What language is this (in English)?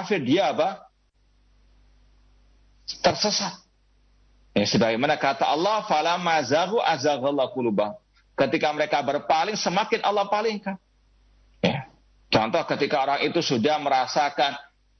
Indonesian